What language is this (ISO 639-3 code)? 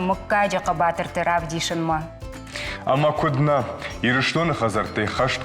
oss